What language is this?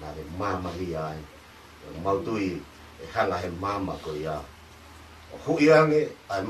Tongan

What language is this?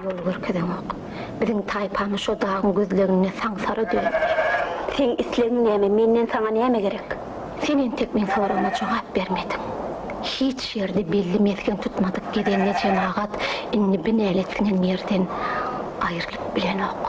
Turkmen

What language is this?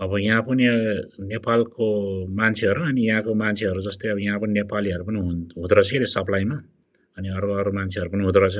Nepali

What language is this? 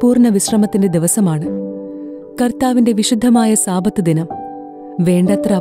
Malayalam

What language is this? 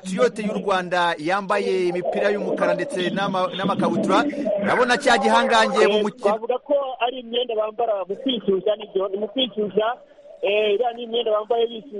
Kinyarwanda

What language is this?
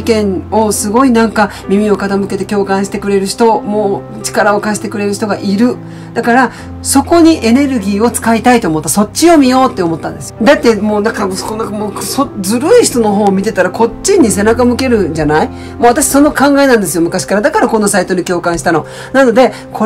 Japanese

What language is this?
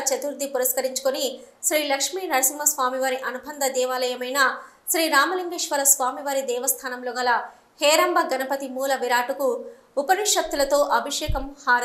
Telugu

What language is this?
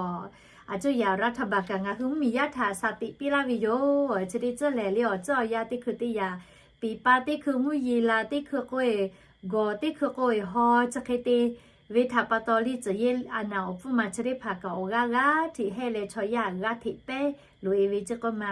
Lahu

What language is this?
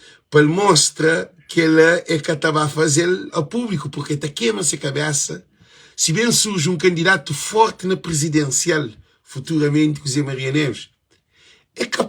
Kabuverdianu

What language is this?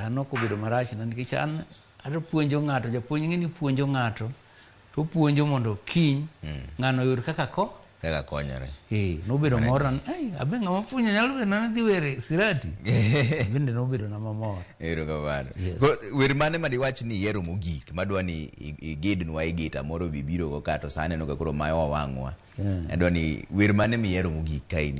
Luo (Kenya and Tanzania)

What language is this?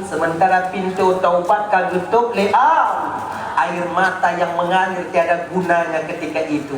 Achinese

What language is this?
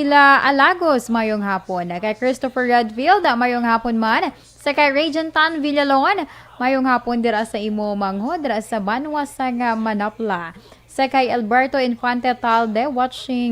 Hiligaynon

